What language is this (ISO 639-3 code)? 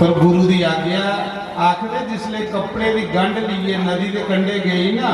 doi